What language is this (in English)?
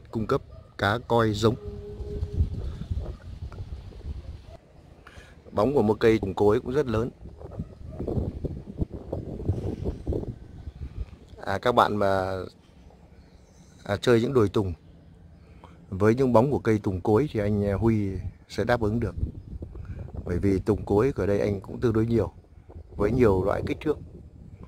Vietnamese